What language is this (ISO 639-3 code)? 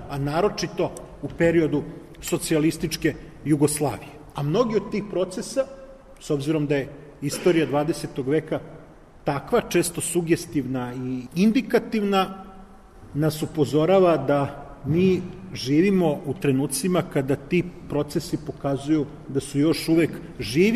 srp